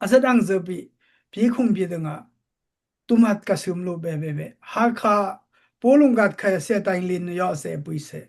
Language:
Dimasa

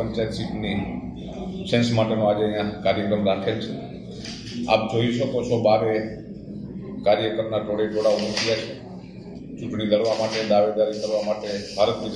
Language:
Gujarati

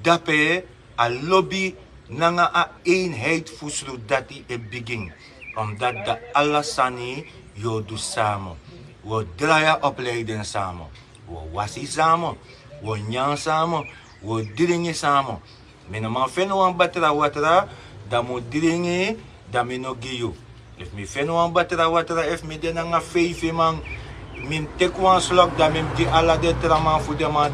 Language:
Sranan Tongo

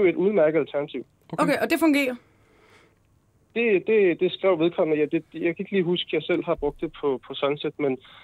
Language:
Danish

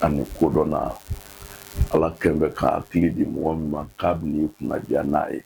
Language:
Bambara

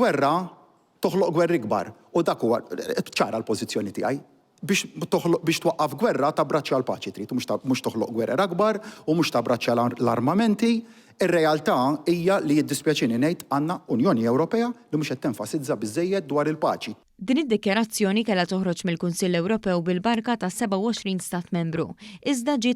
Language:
Maltese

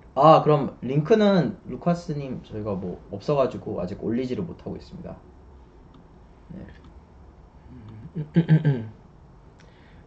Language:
Korean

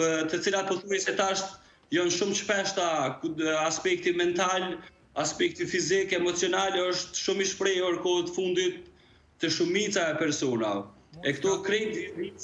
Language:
Albanian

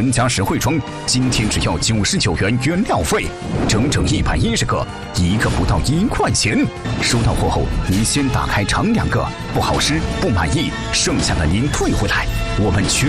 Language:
Chinese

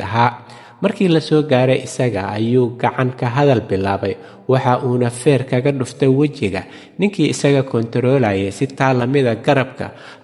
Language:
Somali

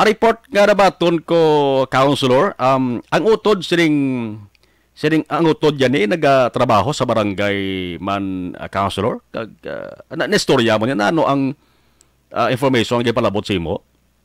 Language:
Hiligaynon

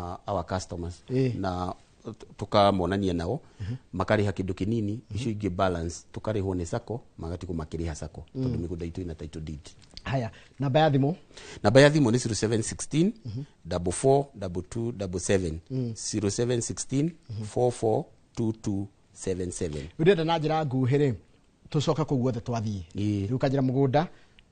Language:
Kikuyu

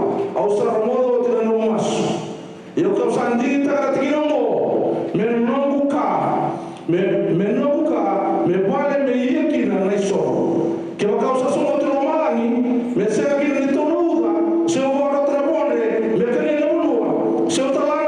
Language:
Fijian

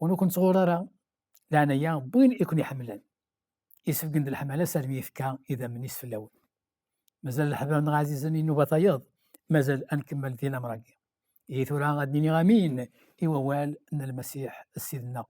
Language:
Kabyle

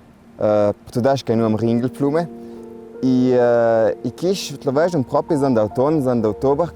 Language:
Ladin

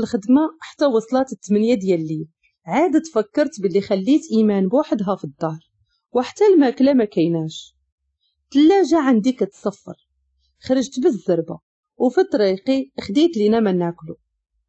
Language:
Moroccan Arabic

